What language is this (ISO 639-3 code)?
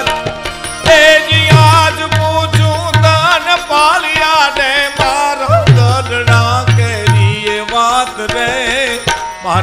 guj